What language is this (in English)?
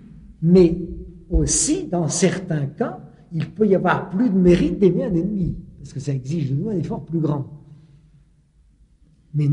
French